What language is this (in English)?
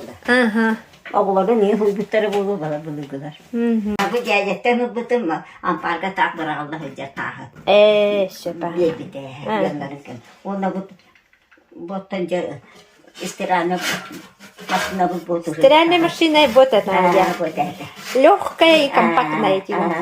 Yakut